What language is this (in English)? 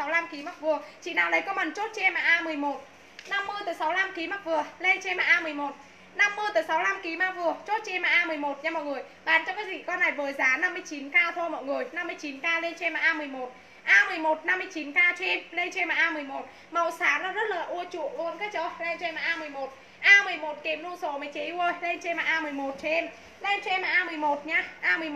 Vietnamese